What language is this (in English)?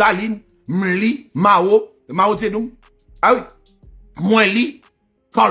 Haitian Creole